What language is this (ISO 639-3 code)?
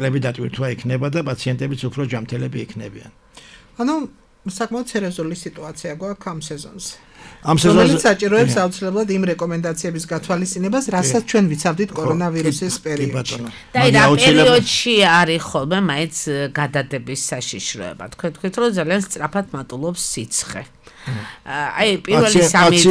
kat